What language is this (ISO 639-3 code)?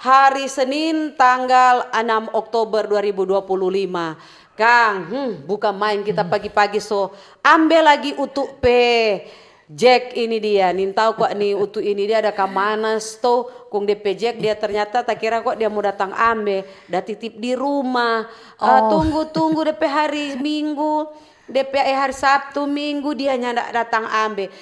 xmm